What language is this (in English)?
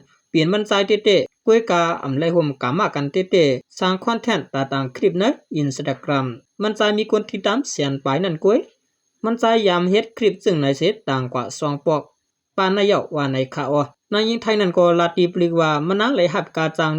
Shan